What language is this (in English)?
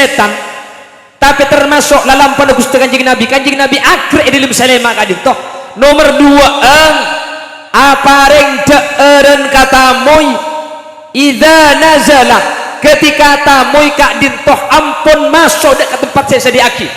Madurese